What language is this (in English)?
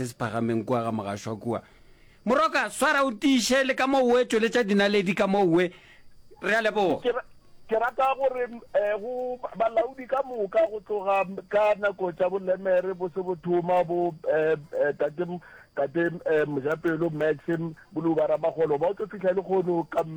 Northern Sotho